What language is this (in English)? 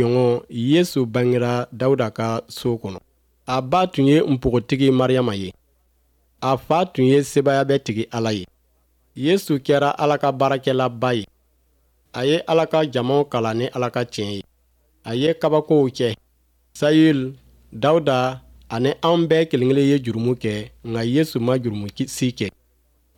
Bambara